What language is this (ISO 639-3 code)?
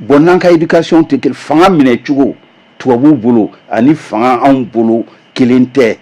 bam